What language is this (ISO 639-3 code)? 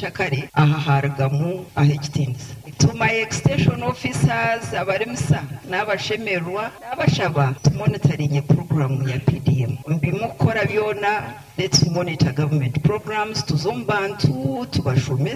nyo